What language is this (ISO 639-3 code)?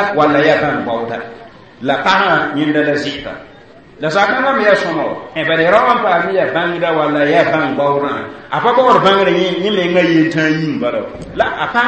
mos